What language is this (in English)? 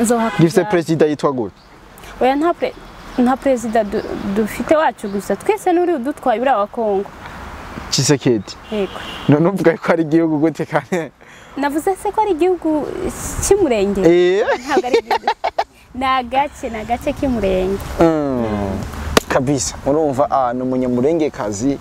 Rundi